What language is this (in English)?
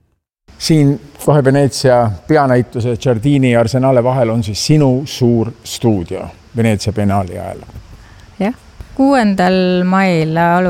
Estonian